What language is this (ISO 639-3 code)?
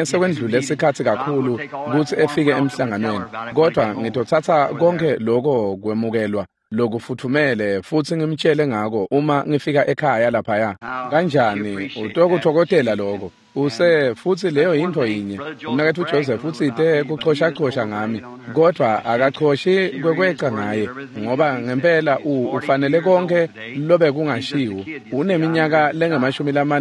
ssw